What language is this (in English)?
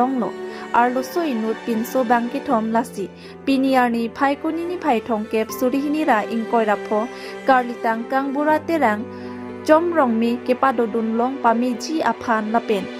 Karbi